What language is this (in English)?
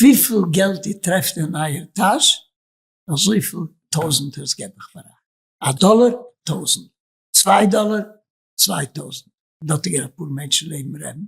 Yiddish